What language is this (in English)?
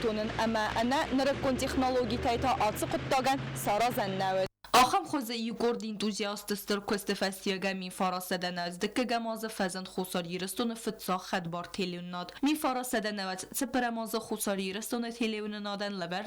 Ossetic